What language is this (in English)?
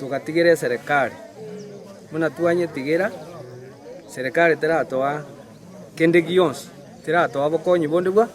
Gusii